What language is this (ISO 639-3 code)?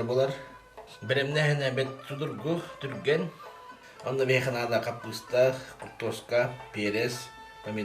sah